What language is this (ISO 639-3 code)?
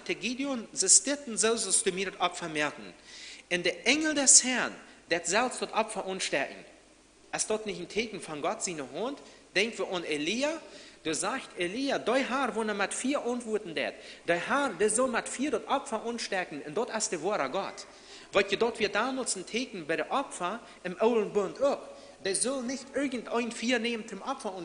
pdt